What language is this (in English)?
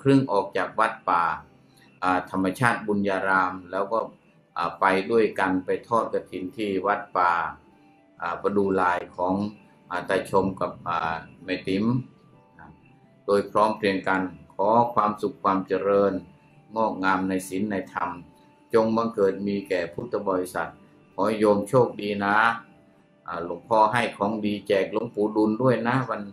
Thai